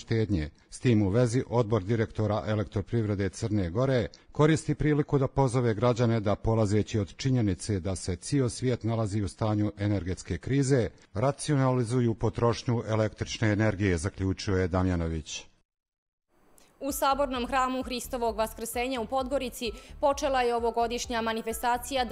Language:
Serbian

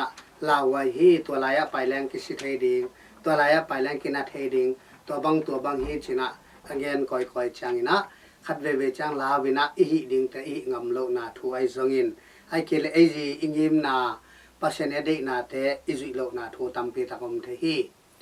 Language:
Tedim Chin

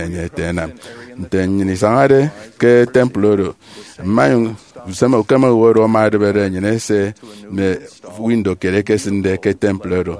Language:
Efik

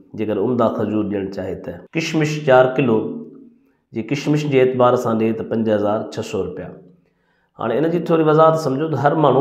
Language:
Sindhi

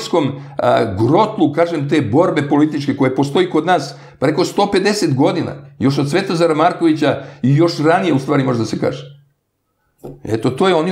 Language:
Serbian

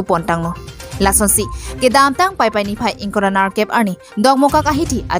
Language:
Karbi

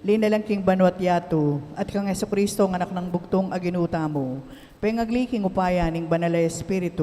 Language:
Pampanga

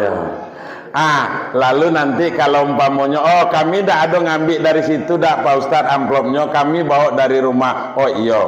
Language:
Minangkabau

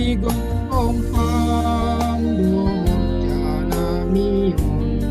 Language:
Batak Simalungun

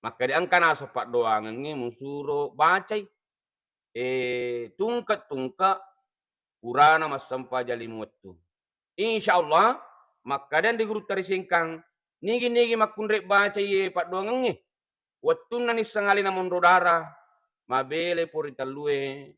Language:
Buginese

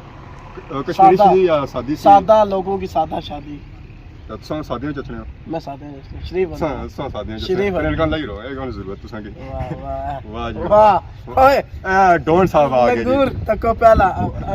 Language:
Pahari-Potwari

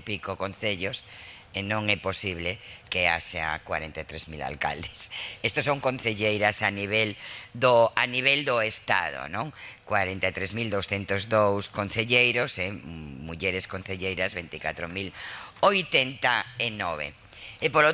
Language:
Galician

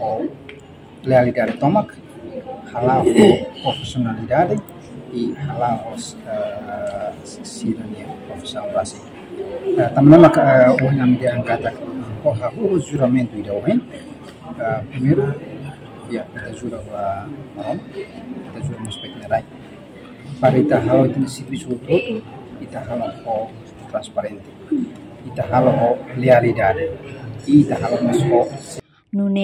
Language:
Tetum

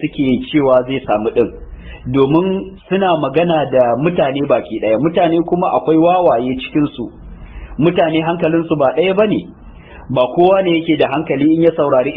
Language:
Hausa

